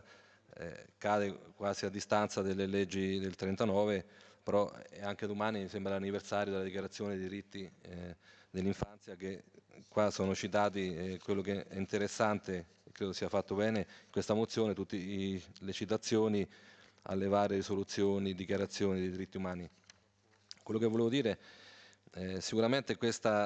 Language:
Italian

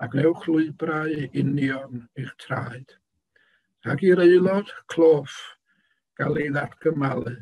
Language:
Welsh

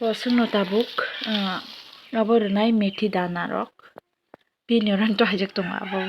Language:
Kok Borok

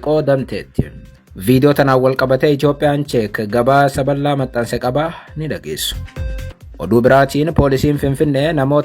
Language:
Oromo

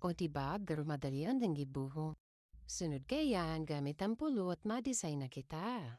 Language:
Bikol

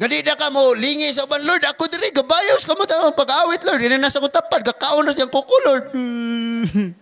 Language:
Cebuano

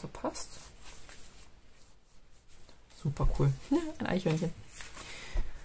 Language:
German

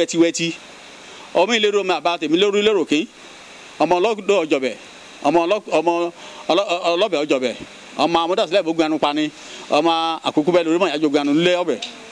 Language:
Yoruba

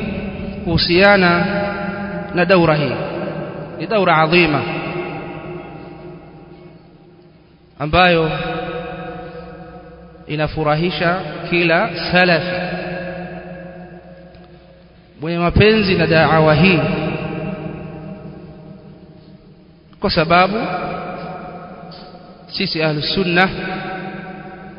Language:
Swahili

